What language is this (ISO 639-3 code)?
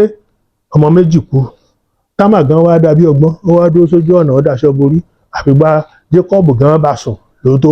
yor